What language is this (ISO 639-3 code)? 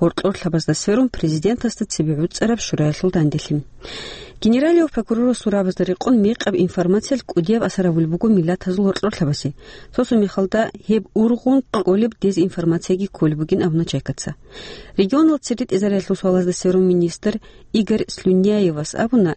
ava